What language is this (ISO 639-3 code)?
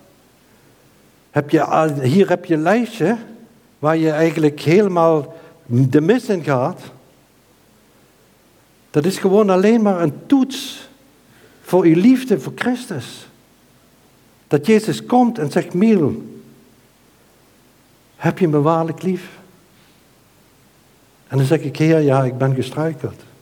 nld